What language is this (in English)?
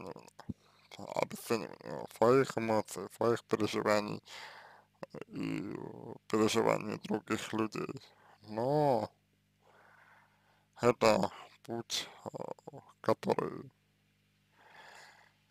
Russian